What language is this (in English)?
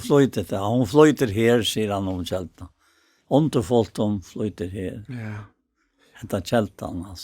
Faroese